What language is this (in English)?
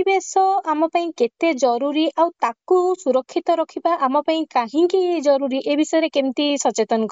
Odia